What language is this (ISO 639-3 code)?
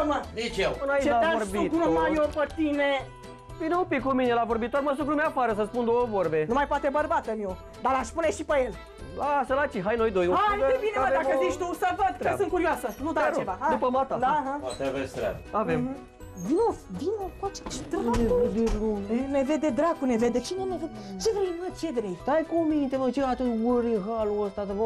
ron